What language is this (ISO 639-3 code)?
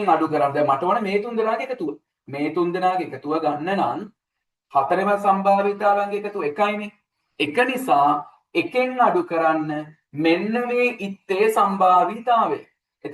sin